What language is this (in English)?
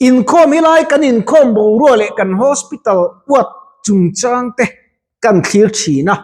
Mizo